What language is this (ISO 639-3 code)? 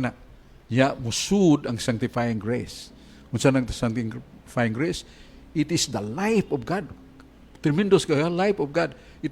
ceb